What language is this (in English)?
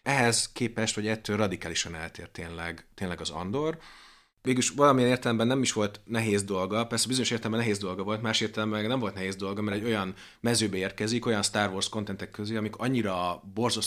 Hungarian